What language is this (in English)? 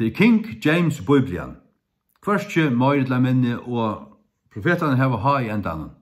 Faroese